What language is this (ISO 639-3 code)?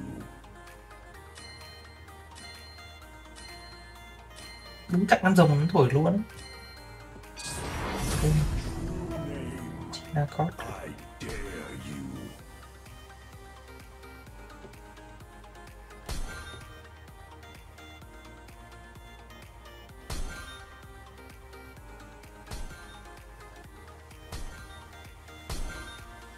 vie